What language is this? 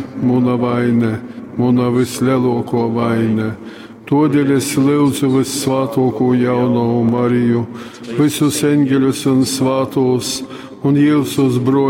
Latgalian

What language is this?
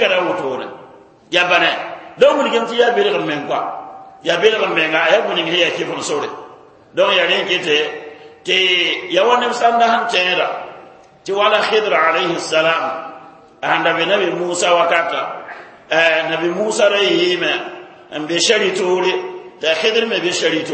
Mossi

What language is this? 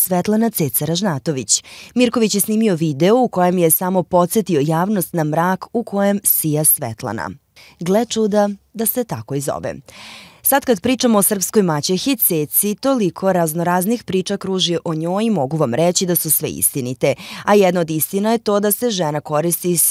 Macedonian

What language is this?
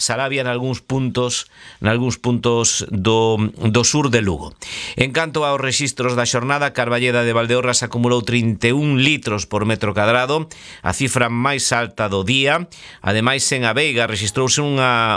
Galician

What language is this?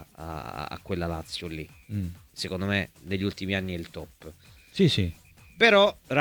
Italian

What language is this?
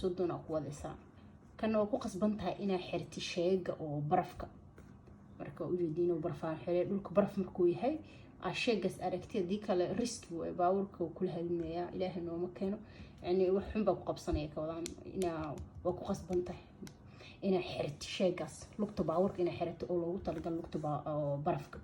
Somali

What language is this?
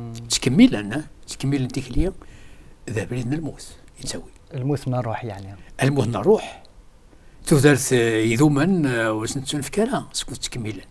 Kabyle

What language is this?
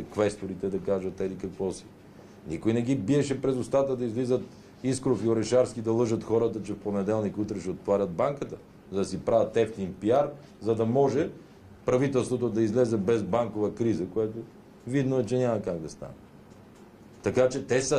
Bulgarian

